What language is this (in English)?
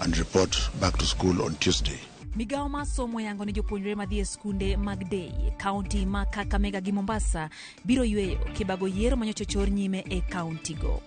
Luo (Kenya and Tanzania)